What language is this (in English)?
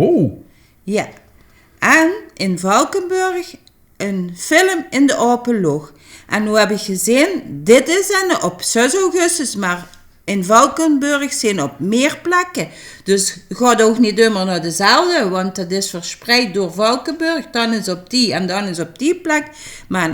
Limburgish